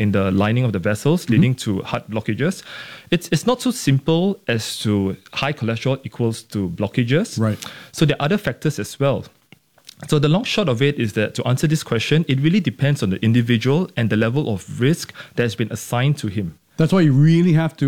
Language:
English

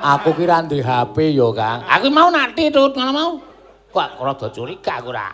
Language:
Javanese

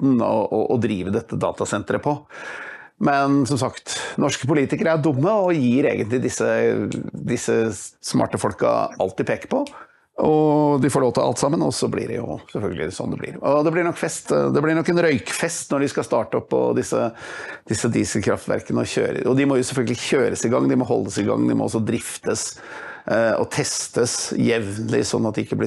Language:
Norwegian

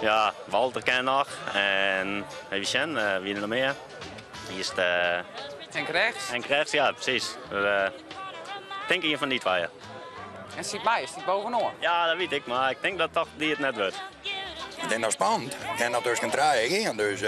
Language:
Western Frisian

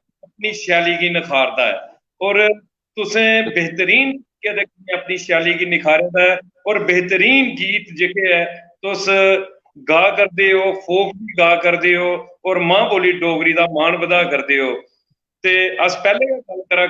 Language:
Dogri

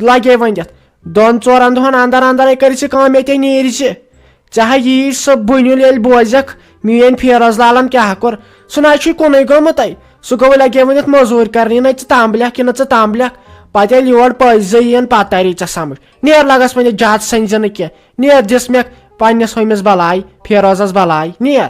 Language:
Kashmiri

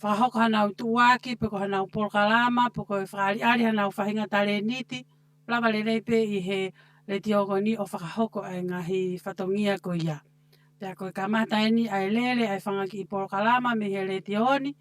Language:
Tongan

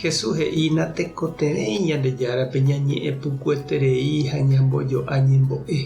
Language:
Guarani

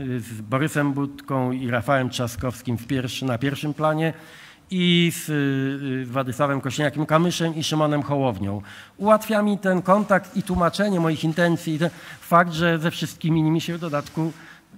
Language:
Polish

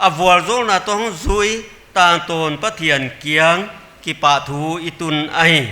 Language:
Paite Chin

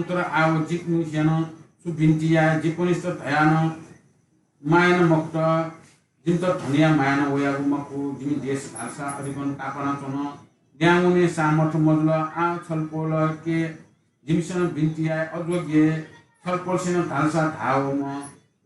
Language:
Newari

